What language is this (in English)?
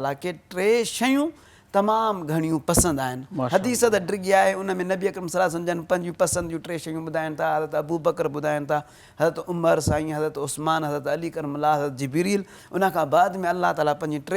Sindhi